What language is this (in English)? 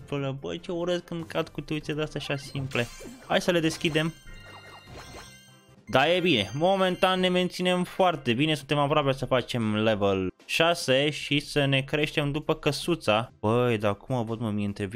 Romanian